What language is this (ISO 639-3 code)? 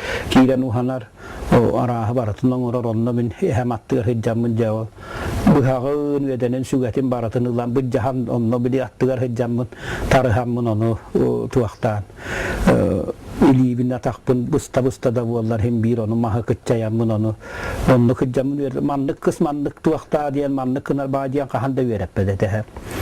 sah